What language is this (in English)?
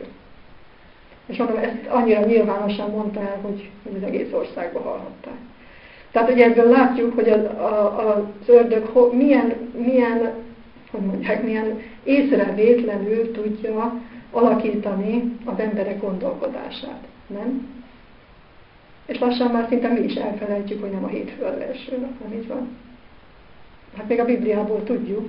Hungarian